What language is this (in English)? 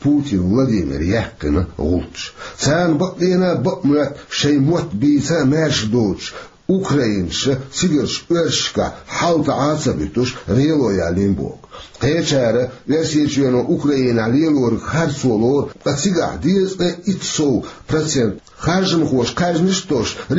Chechen